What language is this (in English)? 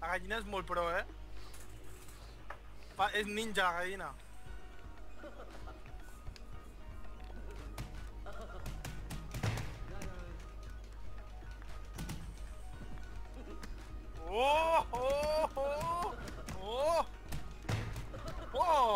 Catalan